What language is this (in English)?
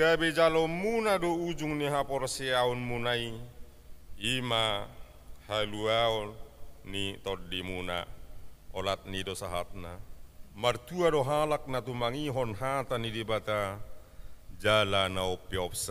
Batak Toba